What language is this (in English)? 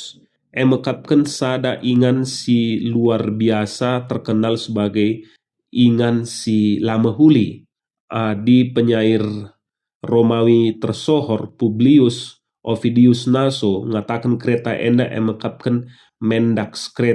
Batak Karo